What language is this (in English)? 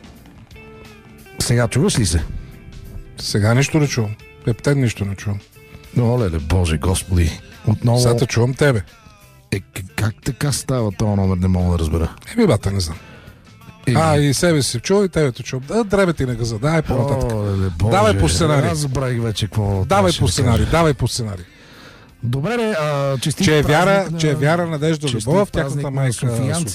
Bulgarian